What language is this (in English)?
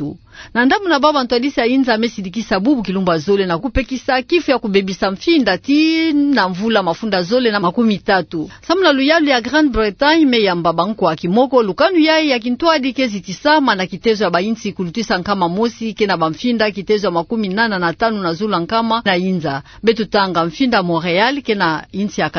Kituba (Democratic Republic of Congo)